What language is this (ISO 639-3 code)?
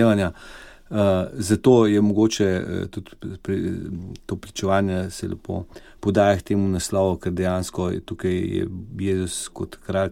slv